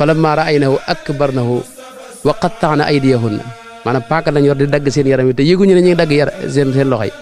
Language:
Wolof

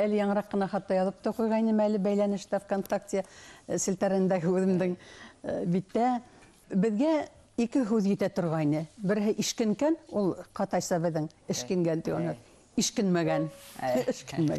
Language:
Bashkir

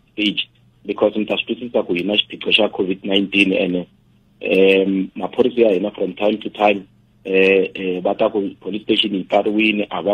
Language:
Tsonga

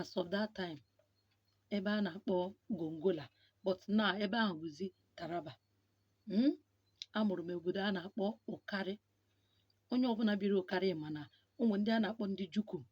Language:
Igbo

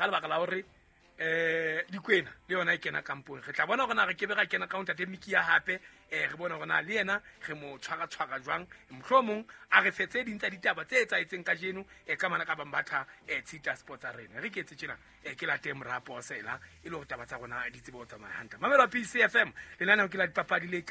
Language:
Southern Sotho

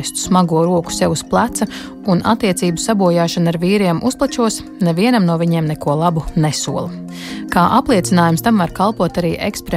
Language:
Latvian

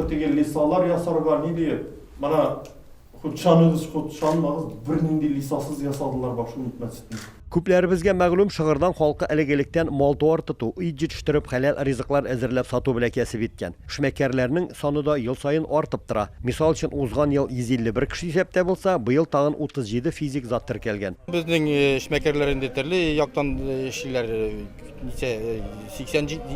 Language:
Tatar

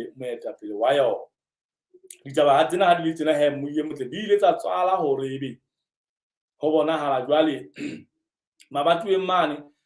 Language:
Southern Sotho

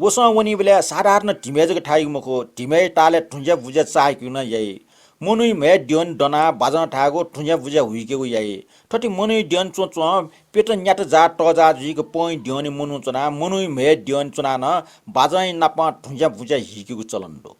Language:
Newari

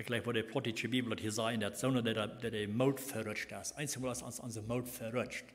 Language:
Plautdietsch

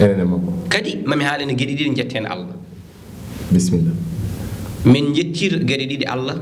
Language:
Fula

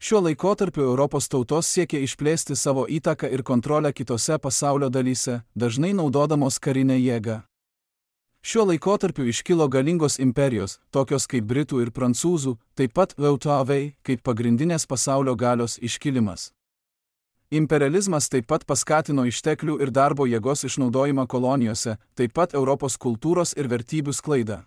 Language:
Lithuanian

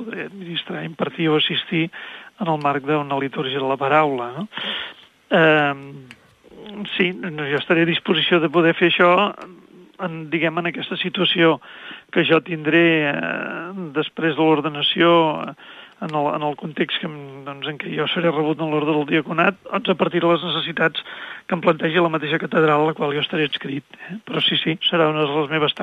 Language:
Catalan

